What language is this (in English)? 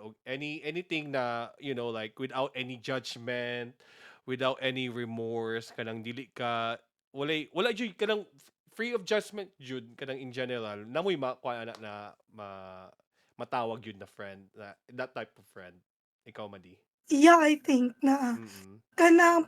Cebuano